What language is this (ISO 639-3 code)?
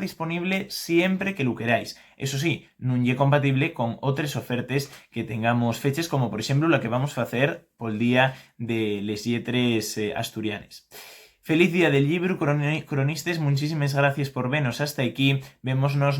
ast